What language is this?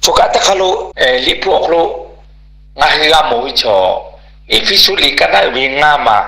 Lahu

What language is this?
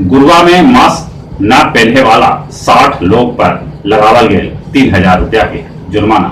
Magahi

